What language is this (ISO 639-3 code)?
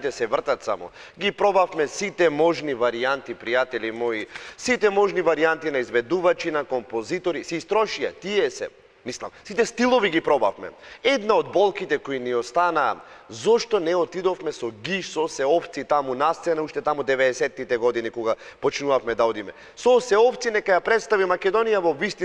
mkd